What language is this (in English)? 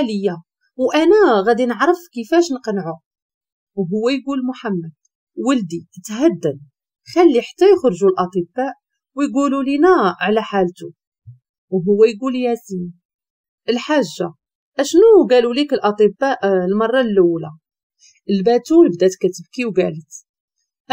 Moroccan Arabic